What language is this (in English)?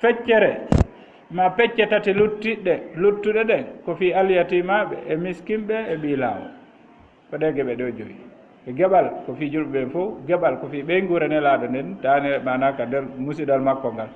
Fula